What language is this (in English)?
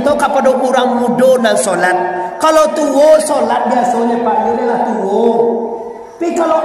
Minangkabau